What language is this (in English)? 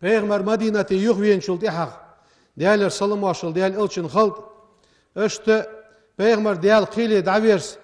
Ingush